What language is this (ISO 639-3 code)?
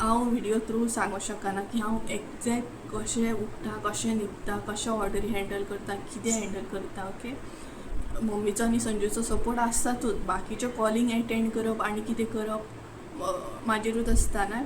kok